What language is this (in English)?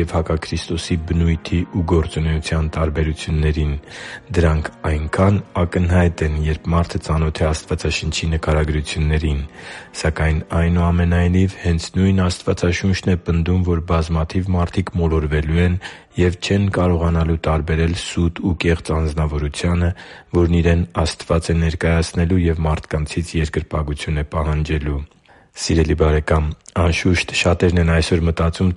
Armenian